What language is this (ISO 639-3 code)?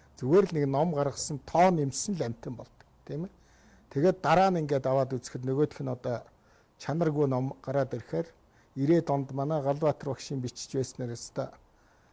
mon